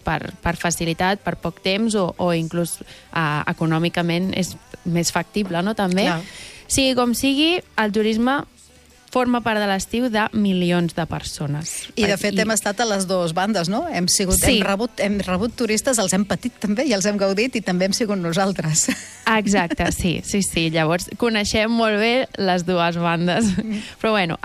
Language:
Catalan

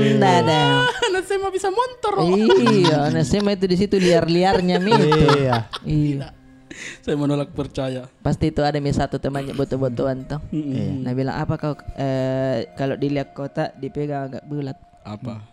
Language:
Makassar Malay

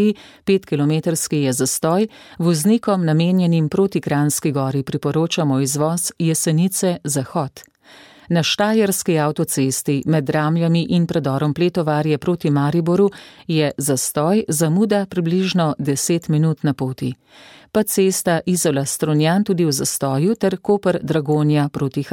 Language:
Slovenian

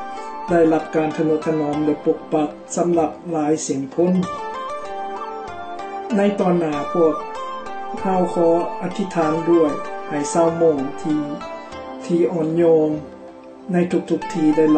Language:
Thai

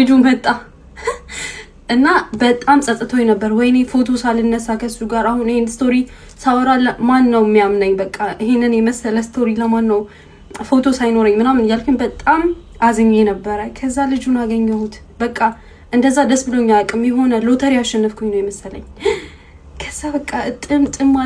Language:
Amharic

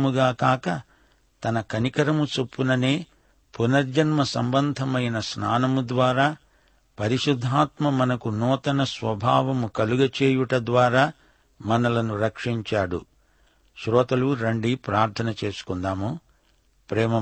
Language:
Telugu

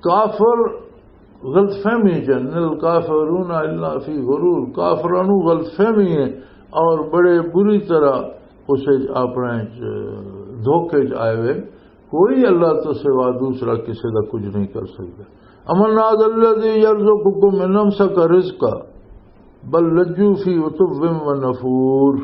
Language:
Western Panjabi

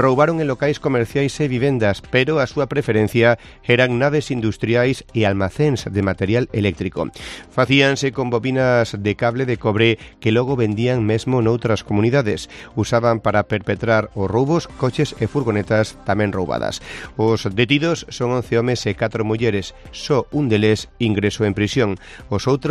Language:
Galician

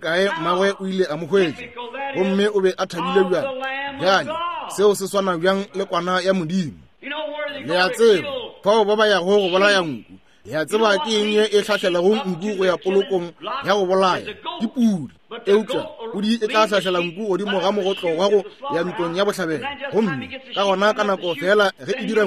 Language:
Northern Sotho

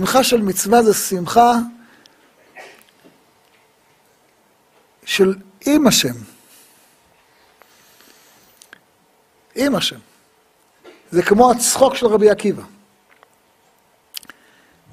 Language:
Hebrew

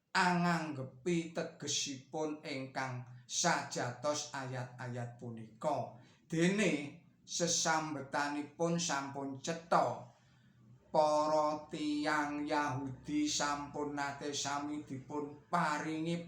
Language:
Javanese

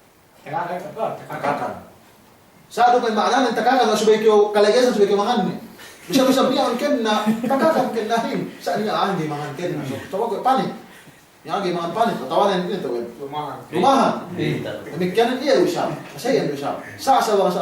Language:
Yakan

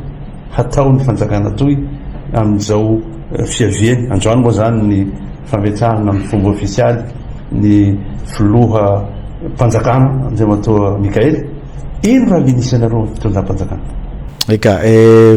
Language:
Malagasy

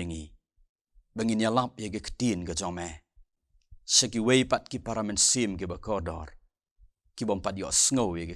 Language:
Khasi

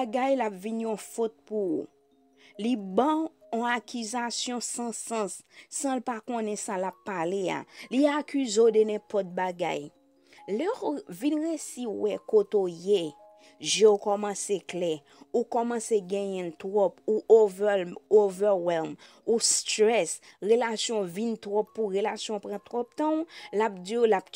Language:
Haitian Creole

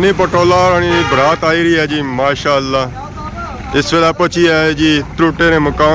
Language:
Pahari-Potwari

